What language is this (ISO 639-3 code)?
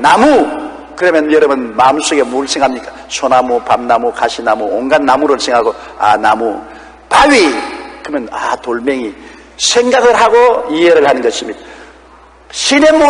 kor